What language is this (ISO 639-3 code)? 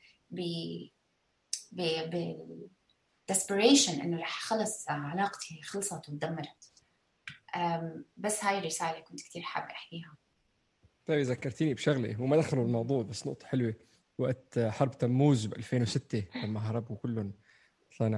apc